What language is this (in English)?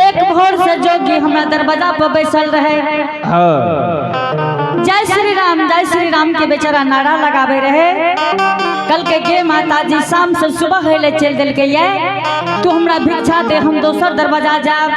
Angika